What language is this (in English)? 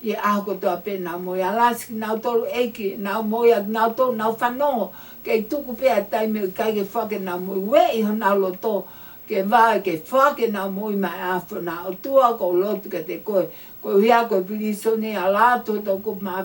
Tongan